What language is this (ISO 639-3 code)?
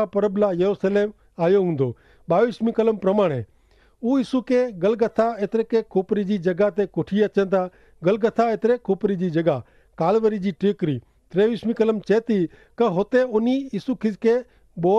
kfr